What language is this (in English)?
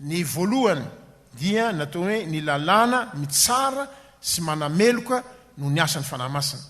Malagasy